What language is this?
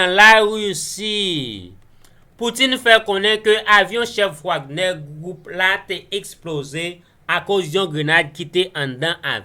Haitian Creole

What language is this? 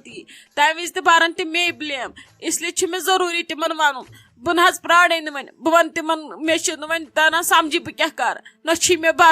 Kashmiri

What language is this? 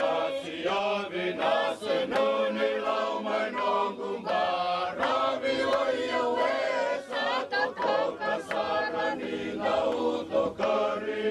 Fijian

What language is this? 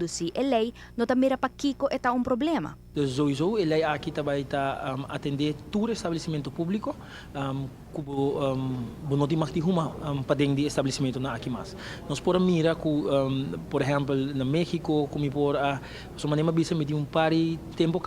Papiamento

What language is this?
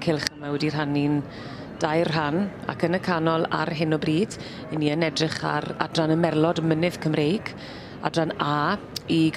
Welsh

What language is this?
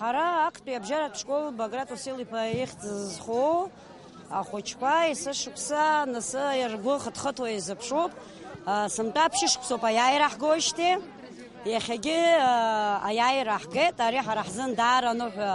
Abkhazian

